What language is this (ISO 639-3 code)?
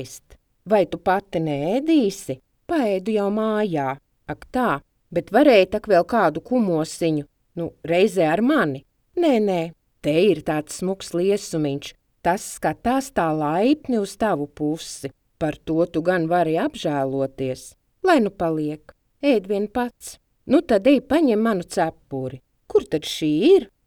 lav